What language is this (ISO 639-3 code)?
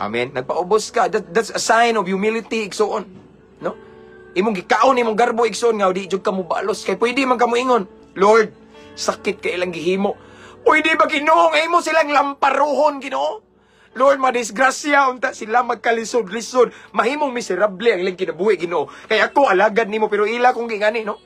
ceb